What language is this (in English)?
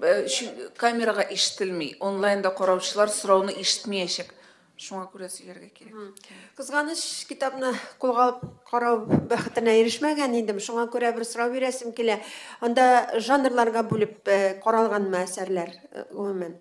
Tatar